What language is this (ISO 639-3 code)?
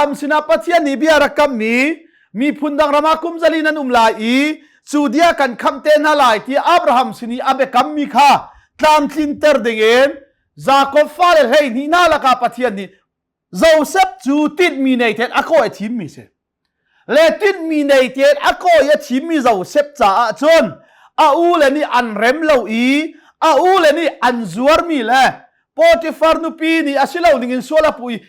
cnh